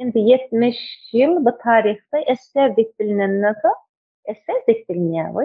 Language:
Turkmen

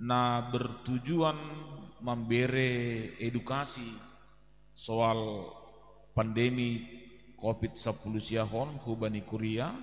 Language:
Batak Simalungun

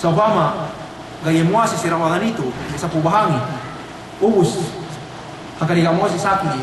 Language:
Yakan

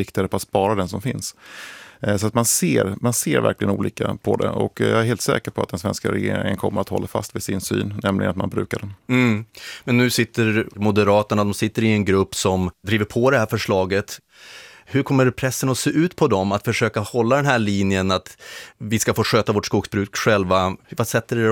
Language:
Swedish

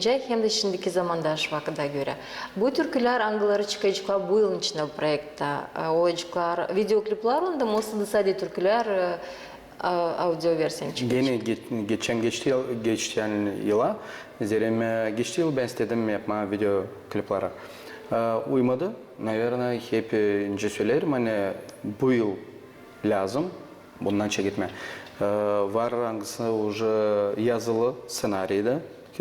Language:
Gagauz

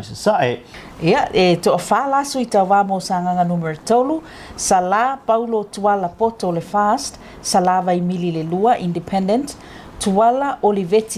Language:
Samoan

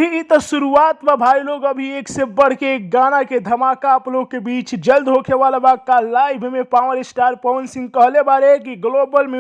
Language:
Bhojpuri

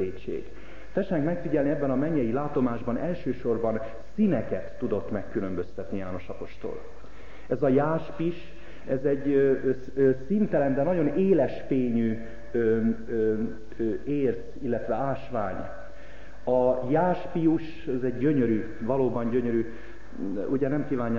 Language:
Hungarian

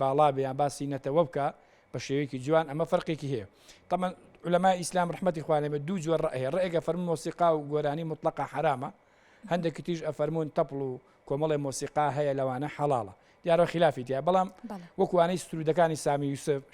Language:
Central Kurdish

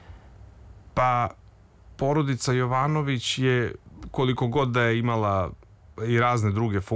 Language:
Serbian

